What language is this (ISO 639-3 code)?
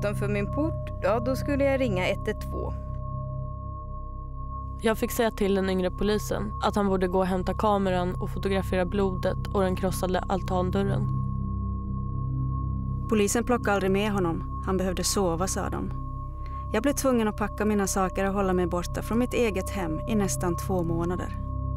swe